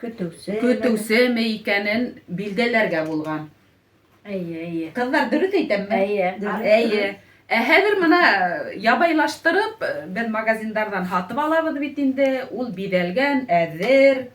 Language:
Bashkir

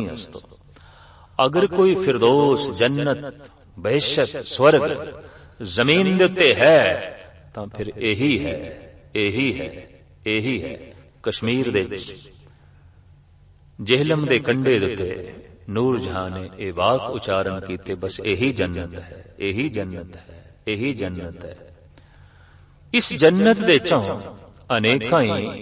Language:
Punjabi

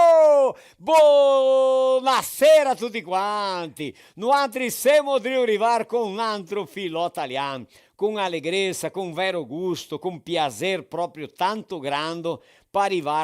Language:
Venetian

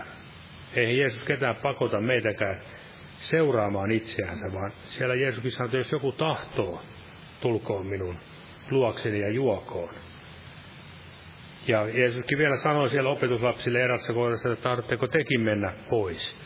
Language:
Finnish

